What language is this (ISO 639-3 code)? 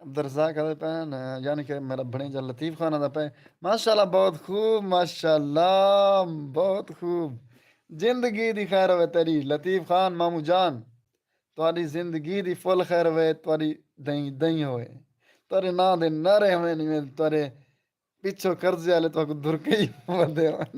skr